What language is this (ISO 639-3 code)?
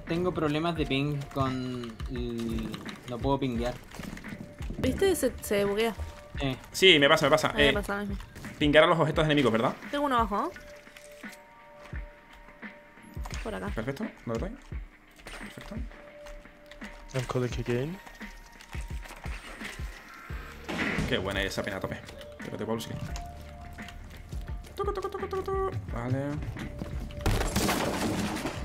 spa